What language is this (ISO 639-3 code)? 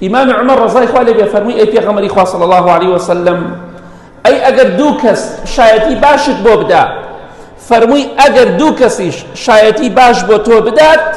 ckb